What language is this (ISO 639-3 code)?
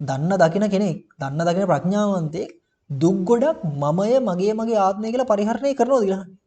sin